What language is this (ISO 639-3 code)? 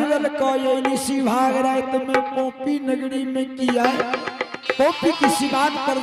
anp